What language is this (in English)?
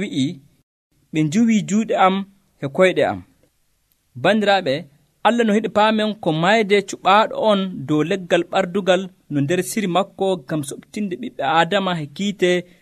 Nigerian Fulfulde